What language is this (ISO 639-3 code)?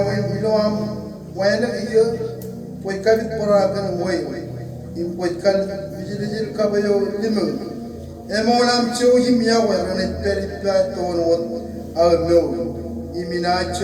mah